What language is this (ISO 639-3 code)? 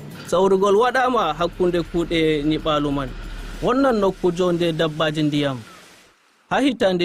fuv